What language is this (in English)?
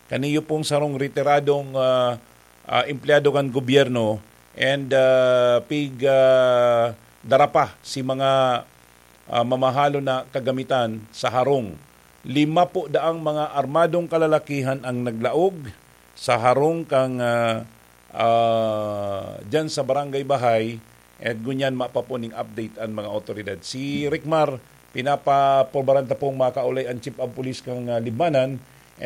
Bikol